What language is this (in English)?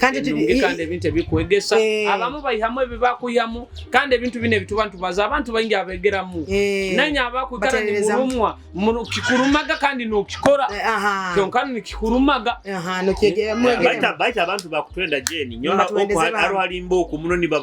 Nyoro